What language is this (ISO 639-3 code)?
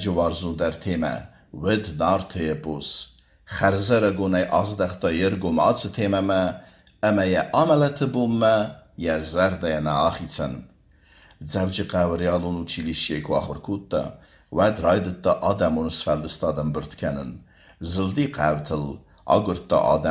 oss